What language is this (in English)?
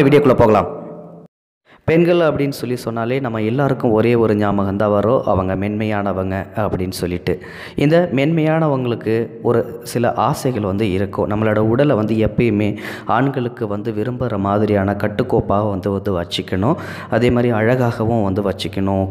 Tamil